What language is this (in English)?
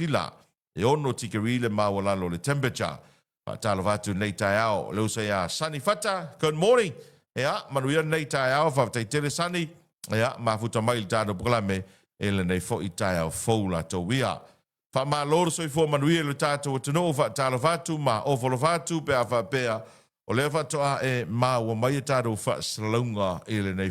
Samoan